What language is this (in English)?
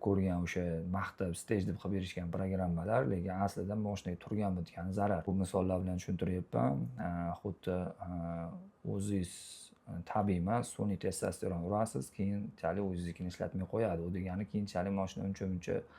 Uzbek